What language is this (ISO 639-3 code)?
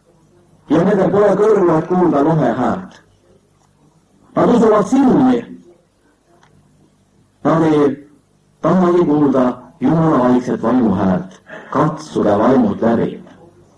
est